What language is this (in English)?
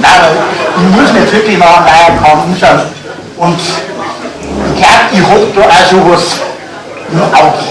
Bavarian